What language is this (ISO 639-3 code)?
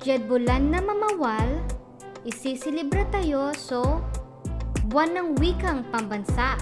pag